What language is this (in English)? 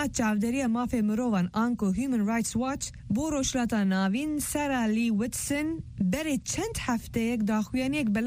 Kurdish